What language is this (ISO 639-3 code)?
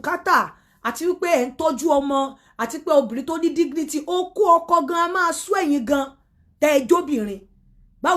yor